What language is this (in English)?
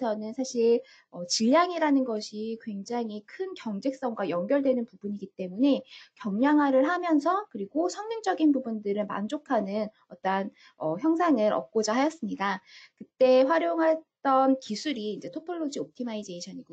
Korean